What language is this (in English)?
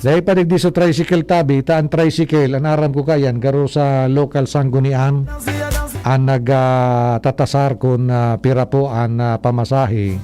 Bikol